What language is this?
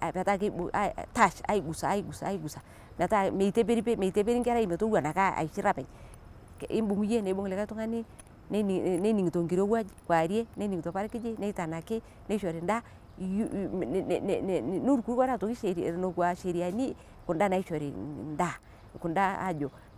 Masai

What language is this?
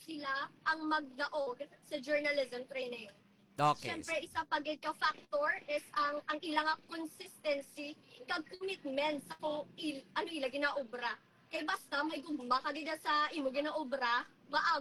Hiligaynon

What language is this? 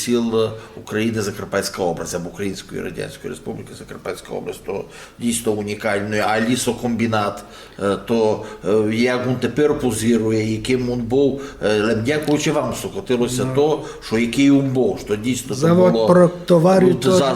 Rusyn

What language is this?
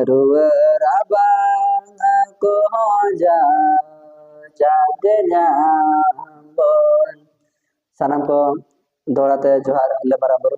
Santali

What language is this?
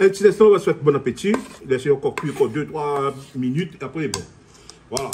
Réunion Creole French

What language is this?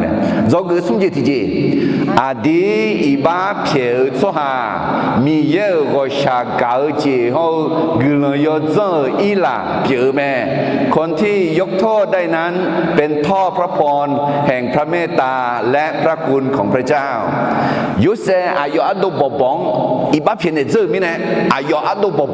Akha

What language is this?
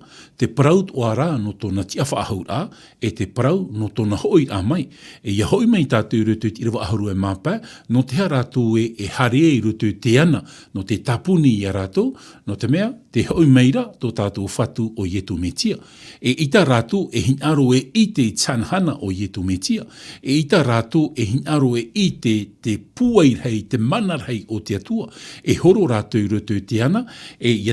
Tahitian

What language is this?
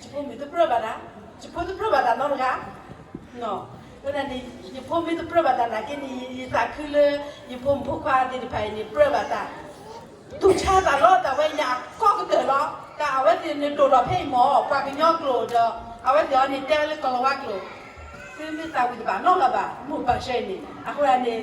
S'gaw Karen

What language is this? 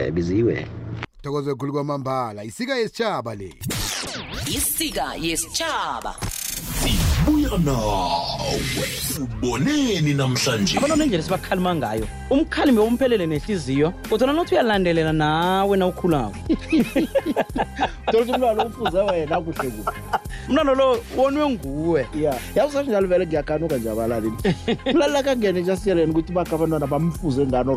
South Ndebele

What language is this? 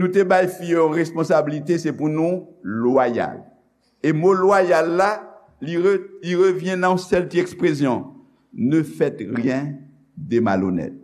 Haitian Creole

